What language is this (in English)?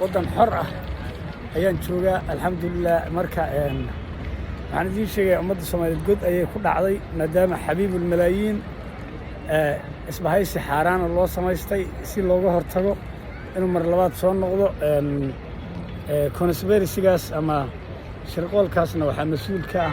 Somali